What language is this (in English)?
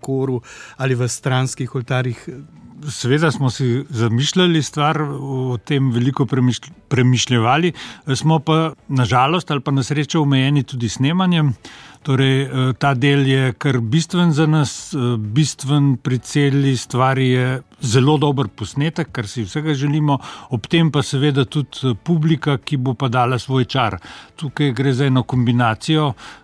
Slovenian